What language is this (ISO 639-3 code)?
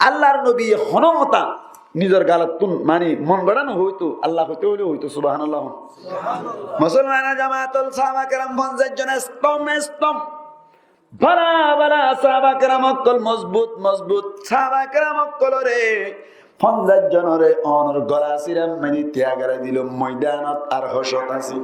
rhg